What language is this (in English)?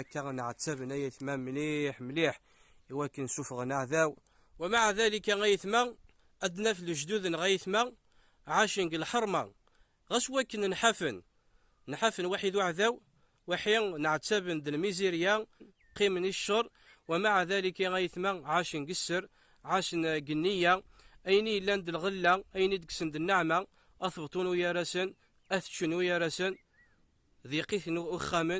Kabyle